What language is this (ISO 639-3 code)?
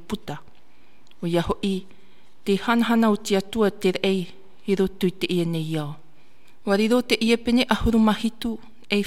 tah